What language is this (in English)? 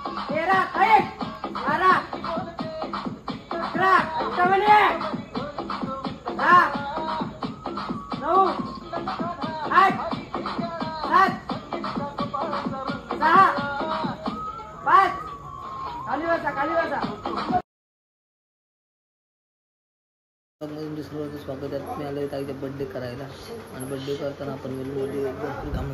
Marathi